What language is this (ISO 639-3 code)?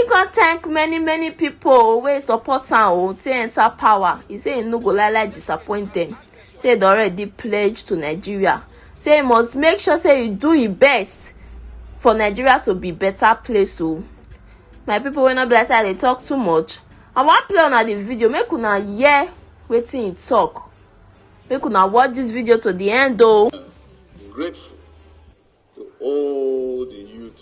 pcm